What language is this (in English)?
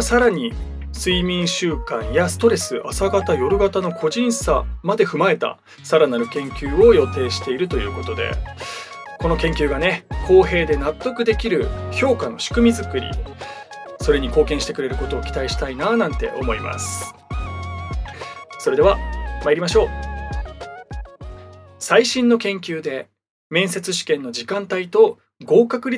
Japanese